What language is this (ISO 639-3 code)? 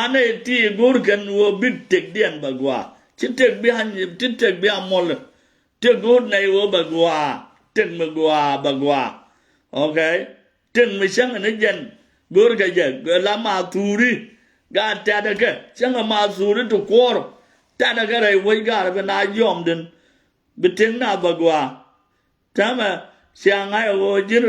nus